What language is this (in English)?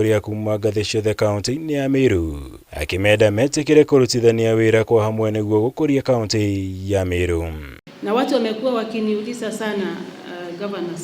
Kikuyu